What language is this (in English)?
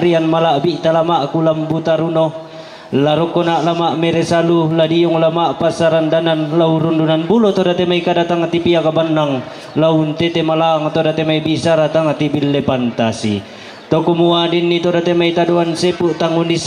Toraja-Sa'dan